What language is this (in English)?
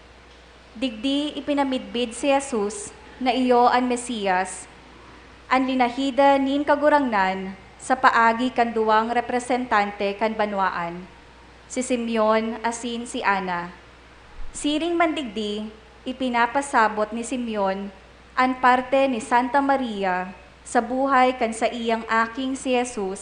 Bikol